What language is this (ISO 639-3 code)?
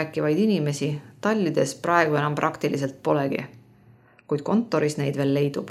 est